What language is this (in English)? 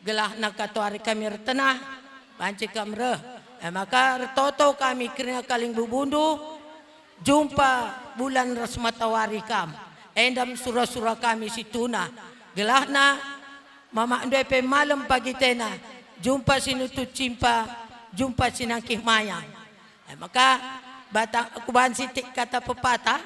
Batak Karo